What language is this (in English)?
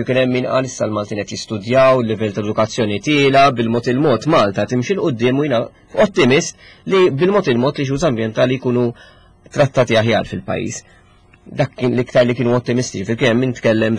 Maltese